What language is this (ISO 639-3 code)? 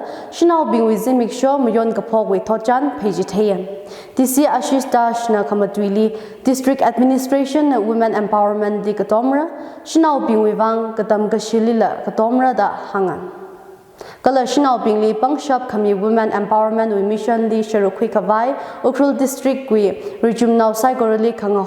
nmf